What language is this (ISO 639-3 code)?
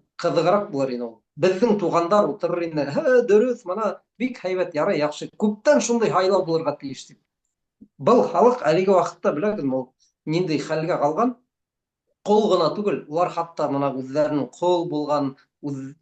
bak